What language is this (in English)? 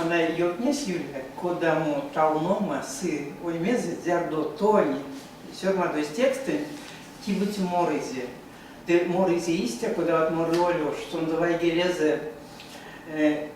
Erzya